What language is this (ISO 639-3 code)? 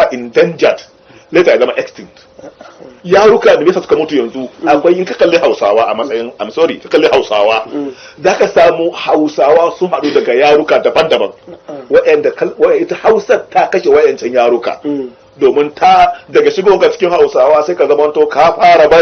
hau